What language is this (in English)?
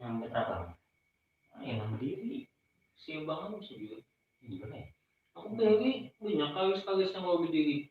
Banjar